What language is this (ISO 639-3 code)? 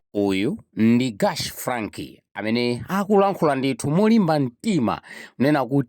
nya